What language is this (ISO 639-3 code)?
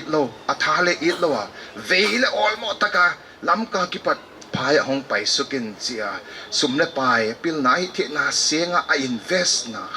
pck